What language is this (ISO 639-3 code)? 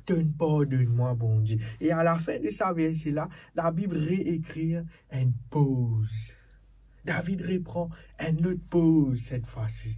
mfe